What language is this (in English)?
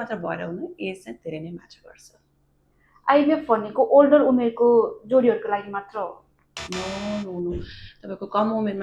Nepali